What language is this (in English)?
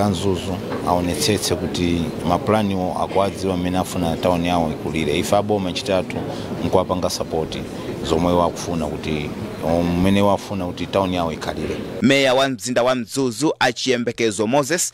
Nyanja